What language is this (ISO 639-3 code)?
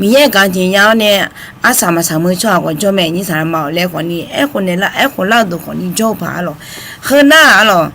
ahk